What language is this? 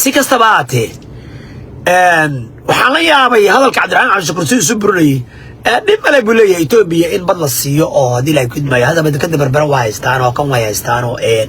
Somali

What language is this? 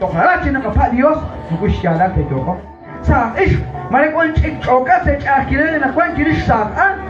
Kekchí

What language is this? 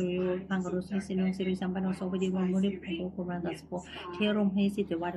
Pali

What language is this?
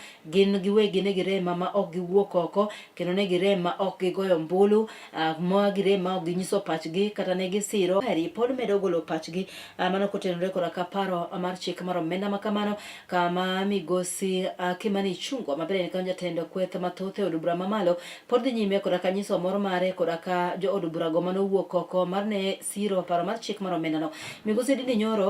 Luo (Kenya and Tanzania)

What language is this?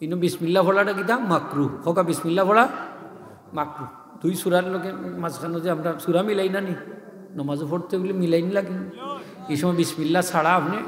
Sylheti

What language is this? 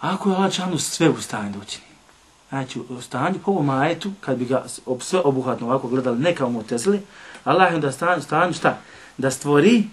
Bosnian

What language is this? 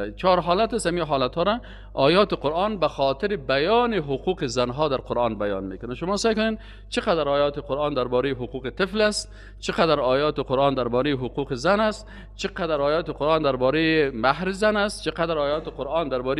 Persian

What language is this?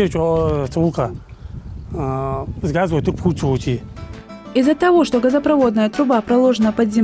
Ingush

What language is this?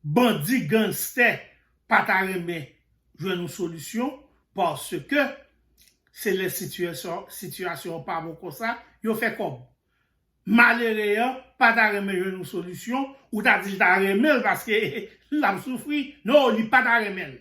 Haitian Creole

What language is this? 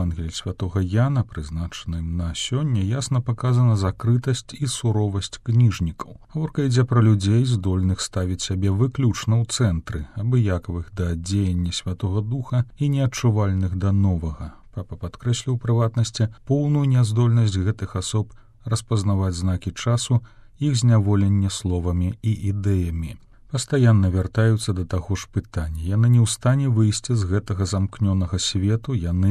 Belarusian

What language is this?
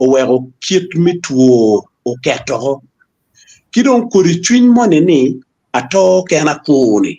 Acoli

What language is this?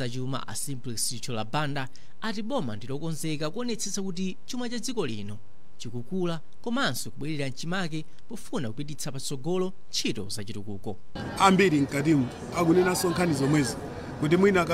Nyanja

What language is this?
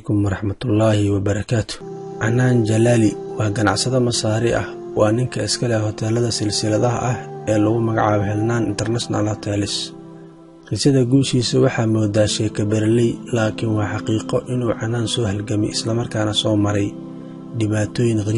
Somali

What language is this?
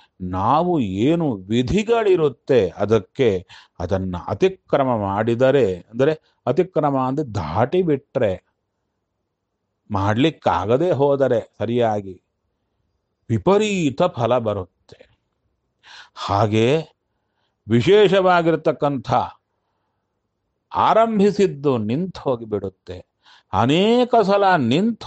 Kannada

